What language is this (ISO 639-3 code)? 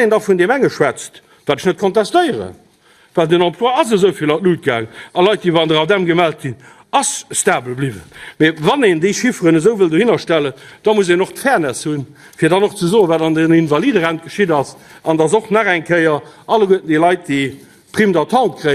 ltz